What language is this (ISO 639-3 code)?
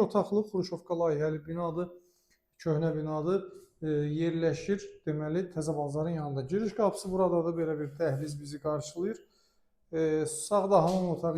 aze